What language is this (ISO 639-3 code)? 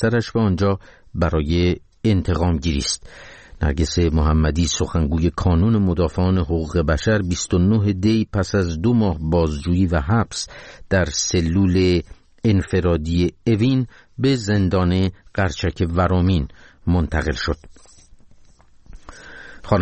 fas